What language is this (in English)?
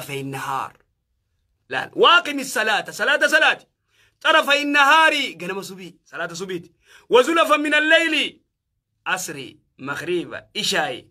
Oromo